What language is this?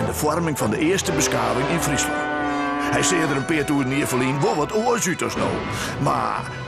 Western Frisian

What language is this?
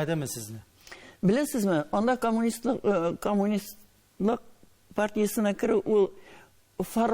Tatar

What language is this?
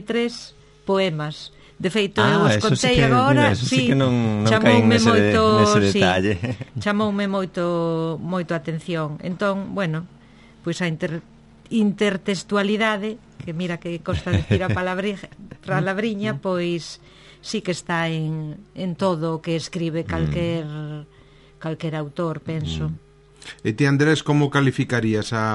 Galician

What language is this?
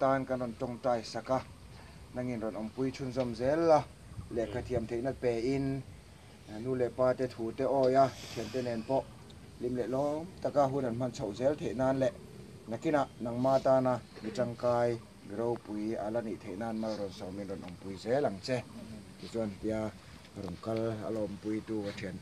Mizo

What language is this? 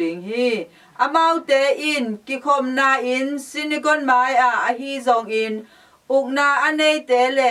Tedim Chin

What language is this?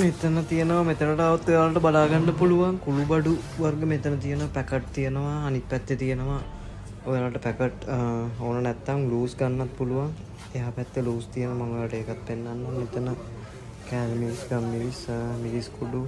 Sinhala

